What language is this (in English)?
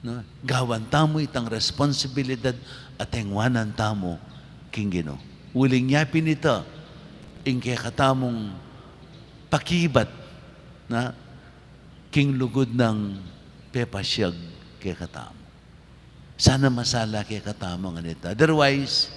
Pampanga